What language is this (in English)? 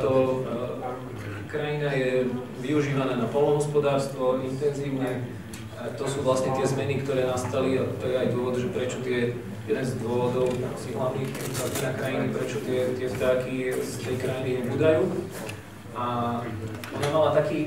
Slovak